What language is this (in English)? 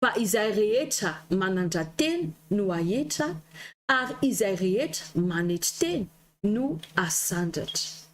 Malagasy